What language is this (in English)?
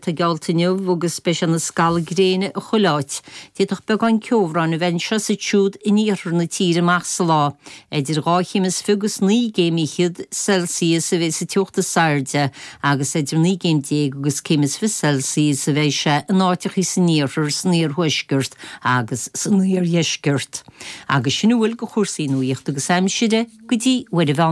Irish